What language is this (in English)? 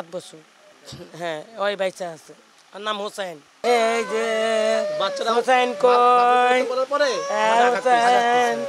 Bangla